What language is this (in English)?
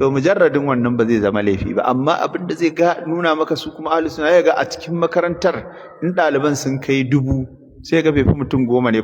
Hausa